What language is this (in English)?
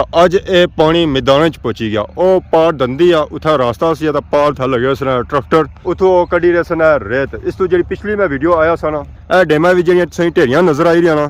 Pahari-Potwari